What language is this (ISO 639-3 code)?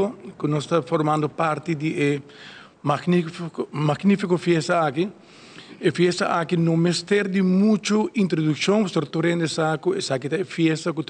pap